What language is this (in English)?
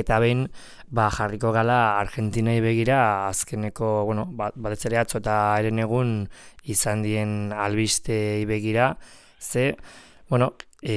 Basque